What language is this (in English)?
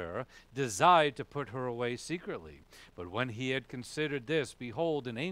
English